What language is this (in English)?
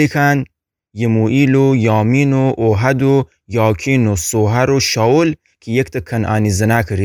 Gilaki